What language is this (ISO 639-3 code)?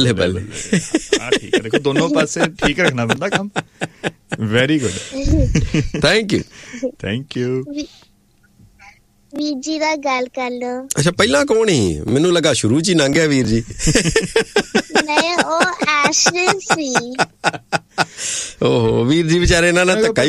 pan